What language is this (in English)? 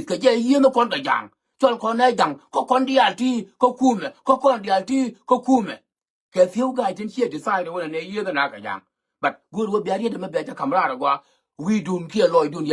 Nuer